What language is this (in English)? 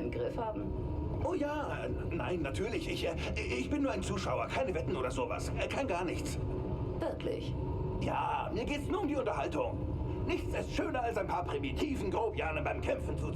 Bavarian